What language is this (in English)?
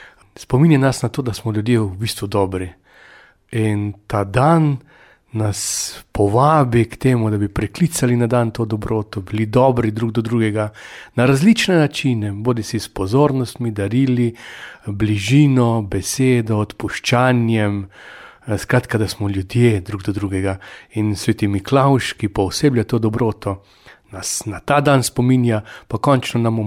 Slovenian